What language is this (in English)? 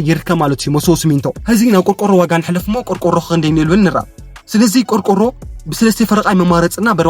Tigrinya